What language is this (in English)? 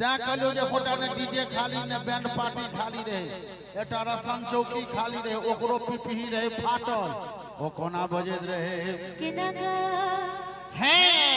Maithili